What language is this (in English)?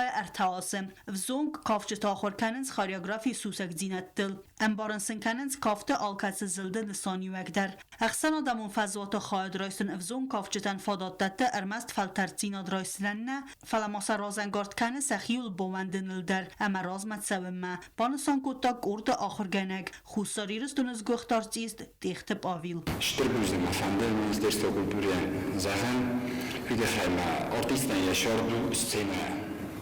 Ossetic